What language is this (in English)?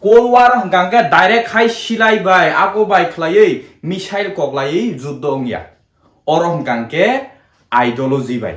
Kok Borok